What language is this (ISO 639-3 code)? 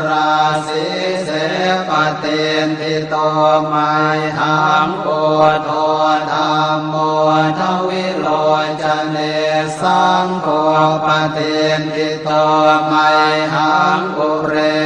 pli